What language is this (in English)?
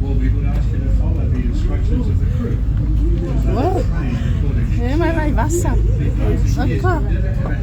Samoan